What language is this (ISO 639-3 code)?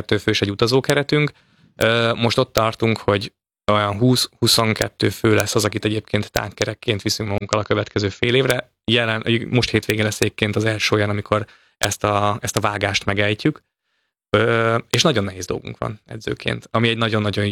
hun